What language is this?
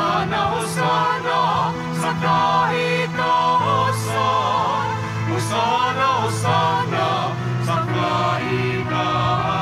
Filipino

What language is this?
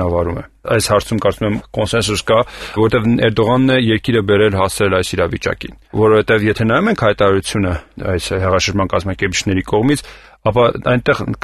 Armenian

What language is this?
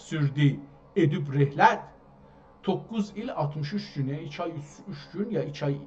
South Azerbaijani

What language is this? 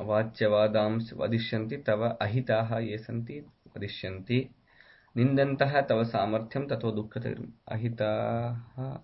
Sanskrit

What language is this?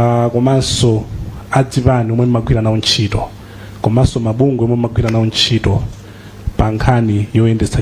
Nyanja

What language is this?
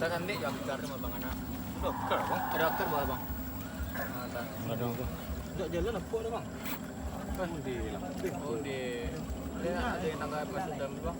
Minangkabau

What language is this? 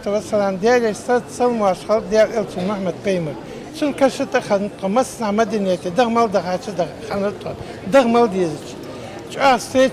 Ingush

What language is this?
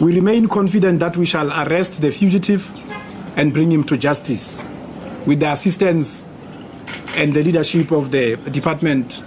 English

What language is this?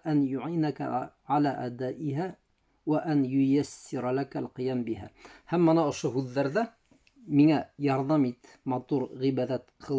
Bashkir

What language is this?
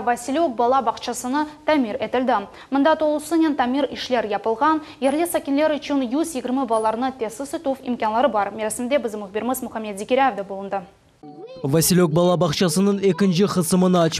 Crimean Tatar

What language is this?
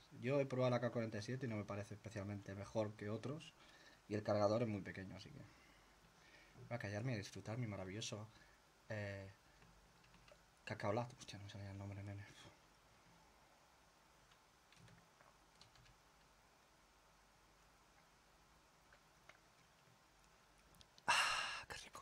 Spanish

